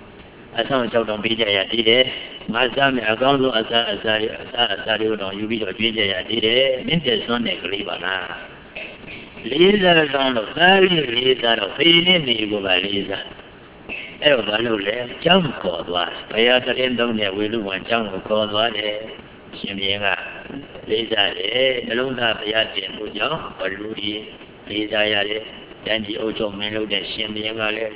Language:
Burmese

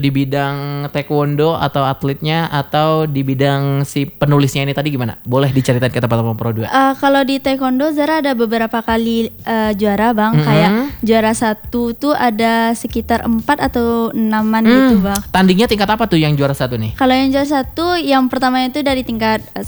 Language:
Indonesian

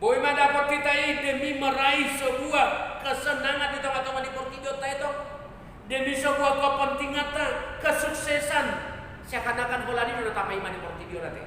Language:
Batak Toba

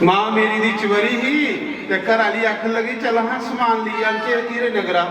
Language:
Dogri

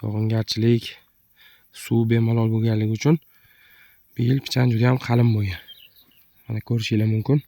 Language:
Uzbek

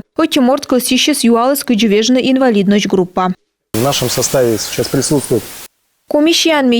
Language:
Komi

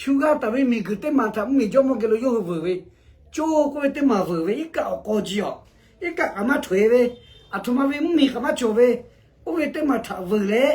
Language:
Lahu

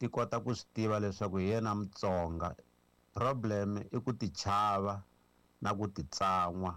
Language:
Tsonga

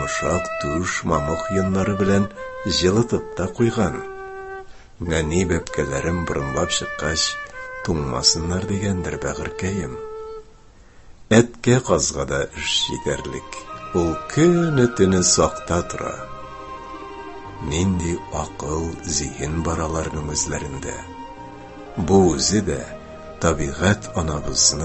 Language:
Tatar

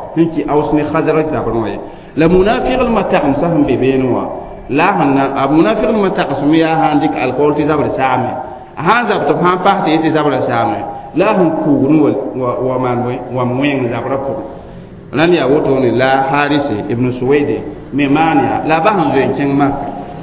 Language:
Mossi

